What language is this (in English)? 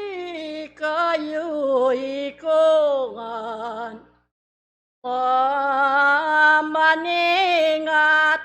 Pampanga